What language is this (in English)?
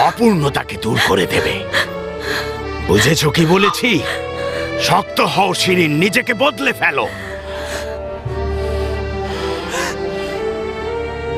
Bangla